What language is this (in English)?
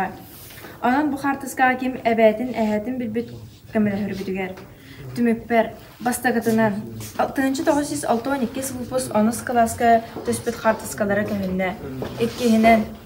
Yakut